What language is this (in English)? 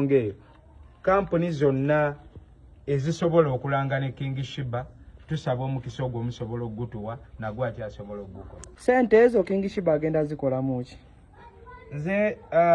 Ganda